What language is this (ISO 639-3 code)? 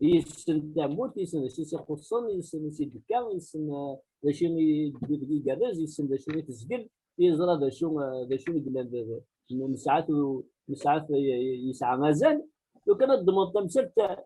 kab